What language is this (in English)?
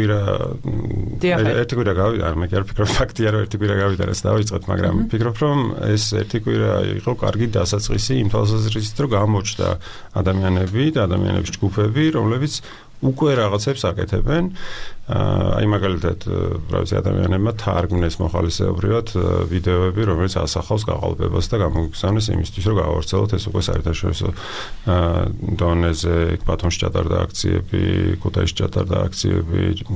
Georgian